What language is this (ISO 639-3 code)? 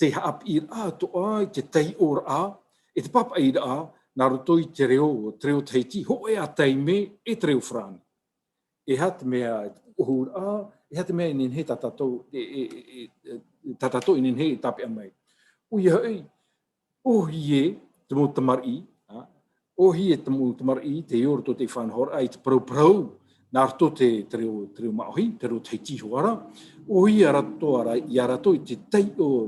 tah